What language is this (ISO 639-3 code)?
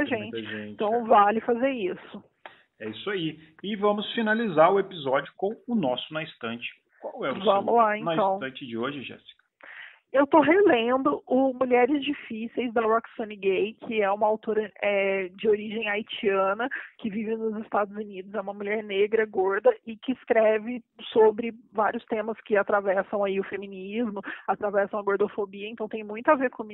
por